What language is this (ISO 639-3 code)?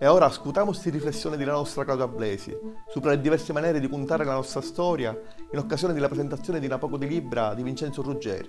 scn